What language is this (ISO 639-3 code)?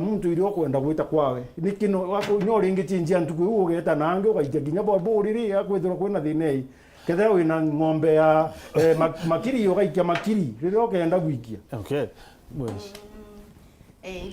mer